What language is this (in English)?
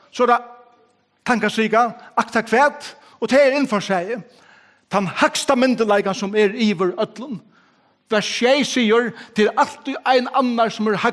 Faroese